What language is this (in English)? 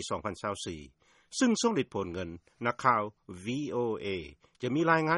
Lao